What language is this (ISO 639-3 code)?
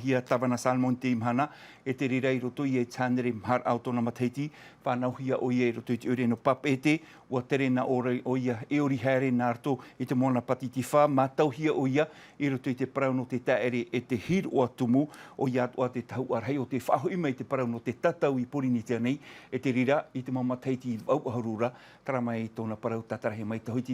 tah